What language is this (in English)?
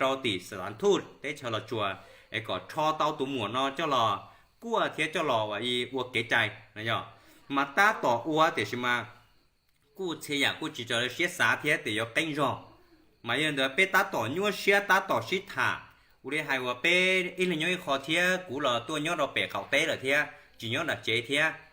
Hmong